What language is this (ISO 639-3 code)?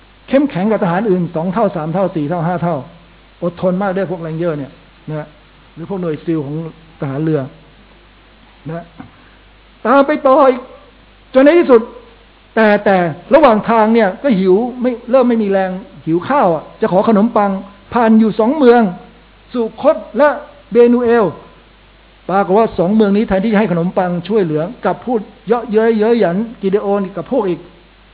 tha